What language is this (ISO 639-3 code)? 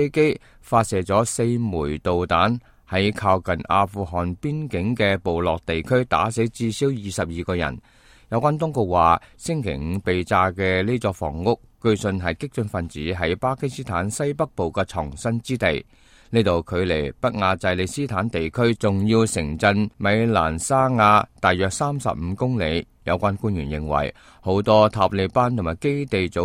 yue